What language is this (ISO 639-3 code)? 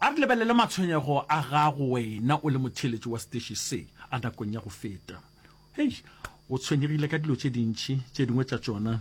nso